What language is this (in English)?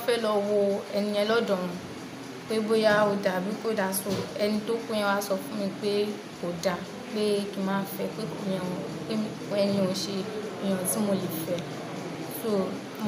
Yoruba